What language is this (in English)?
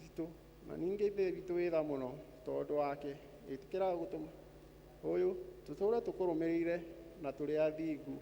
Kikuyu